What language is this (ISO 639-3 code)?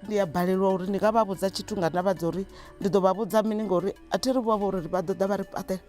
ven